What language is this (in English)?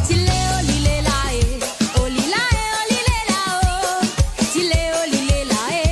Morisyen